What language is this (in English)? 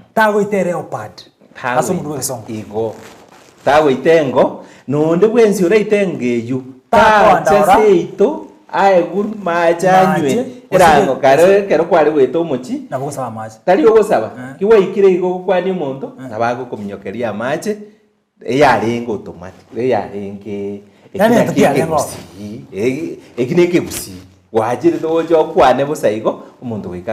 Gusii